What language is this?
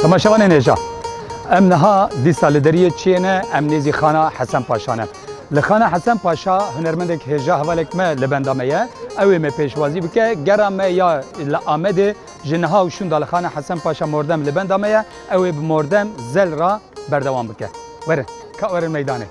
Kurdish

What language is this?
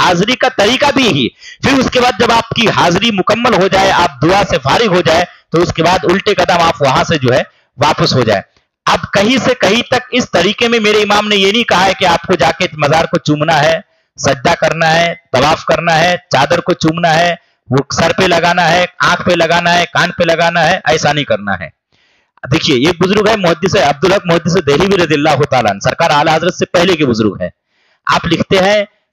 Urdu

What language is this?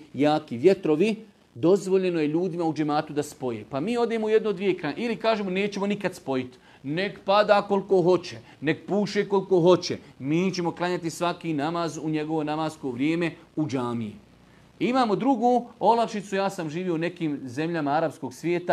Bosnian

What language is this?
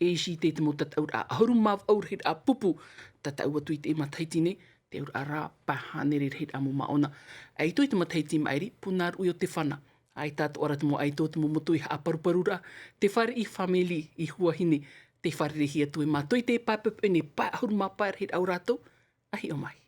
Tahitian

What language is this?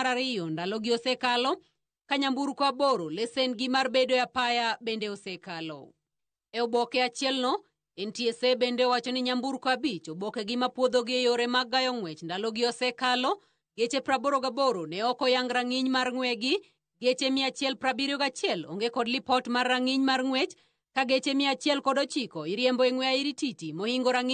Luo (Kenya and Tanzania)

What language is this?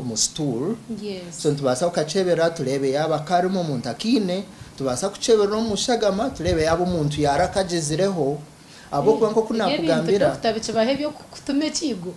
Nyankole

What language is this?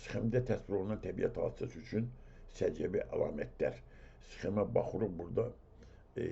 Azerbaijani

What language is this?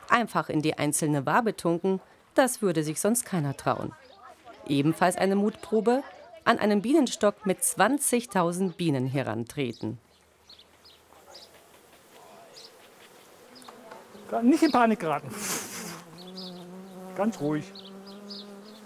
German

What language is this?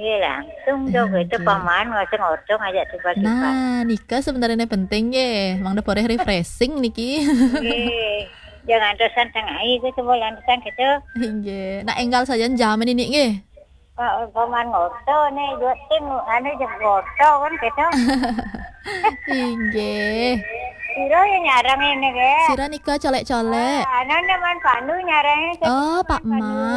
Balinese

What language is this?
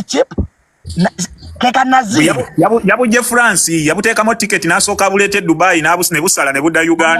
Ganda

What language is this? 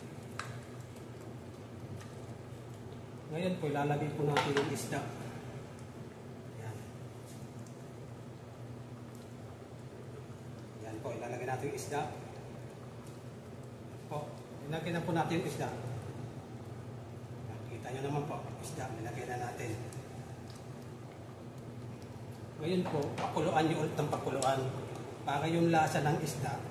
Filipino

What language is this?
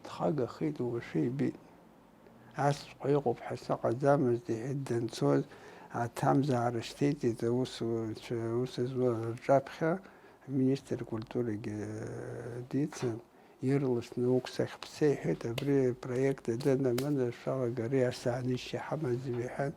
Abkhazian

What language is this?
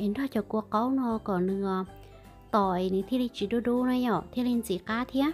Hmong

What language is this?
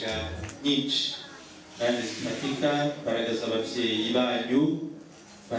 Kinyarwanda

